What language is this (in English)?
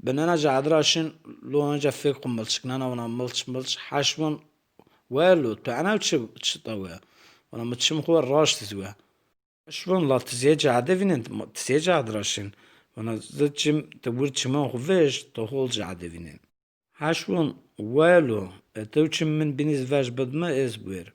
Zaza